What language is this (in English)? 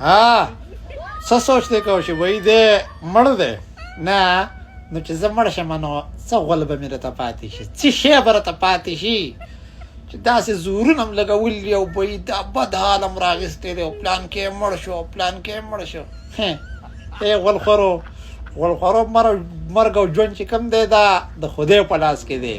Pashto